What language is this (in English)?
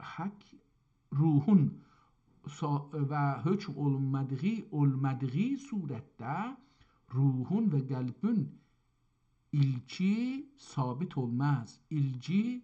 South Azerbaijani